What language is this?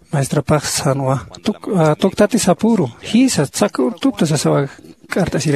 Aymara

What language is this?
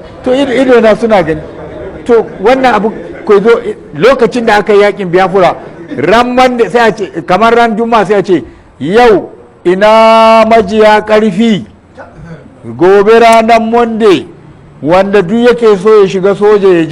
Hausa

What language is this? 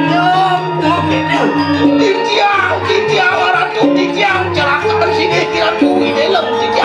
Balinese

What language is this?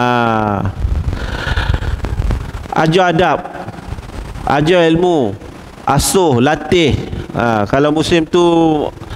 Malay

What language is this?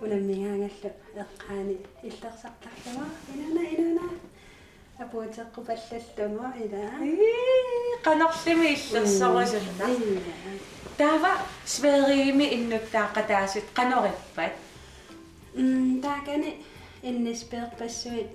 Kalaallisut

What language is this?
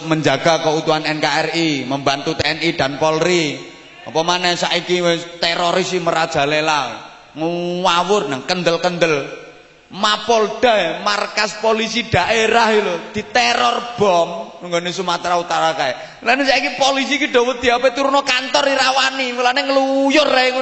Javanese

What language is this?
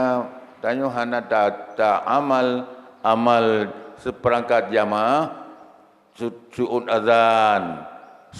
Achinese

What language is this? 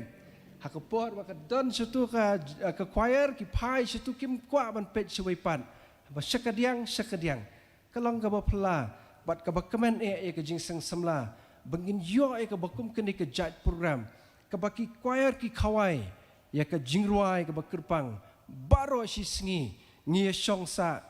Khasi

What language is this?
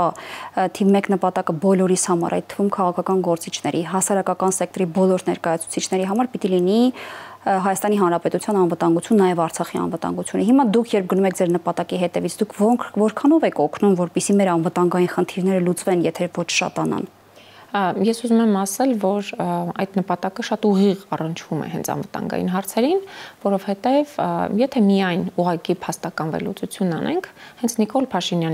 Armenian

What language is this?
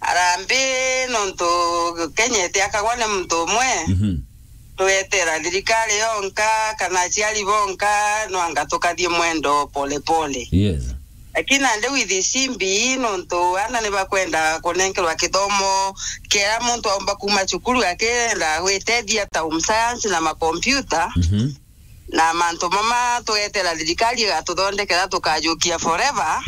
Meru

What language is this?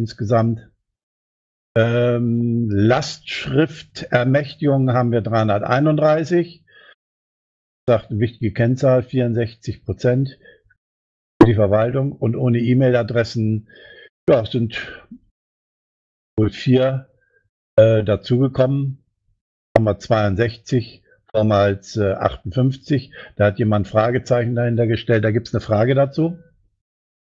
German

